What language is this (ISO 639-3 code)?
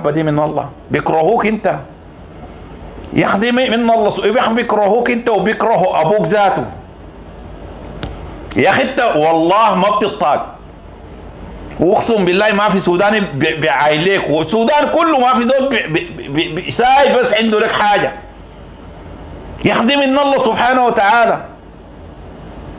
apd